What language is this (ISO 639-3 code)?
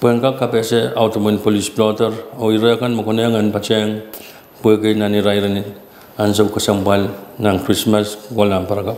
pon